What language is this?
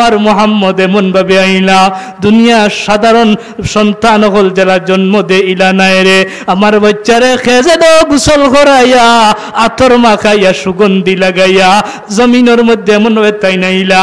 Sylheti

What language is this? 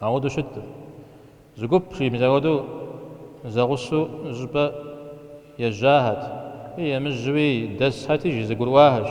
Kabardian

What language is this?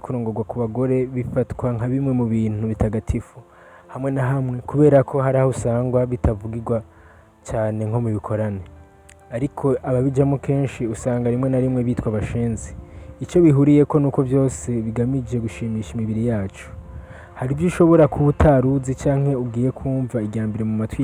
Rundi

